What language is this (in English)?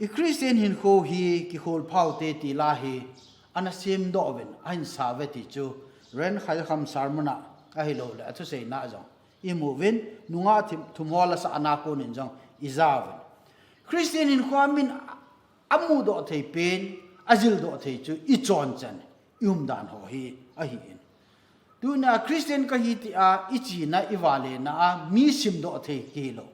Thado Chin